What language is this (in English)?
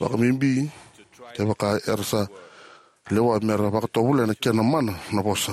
Fijian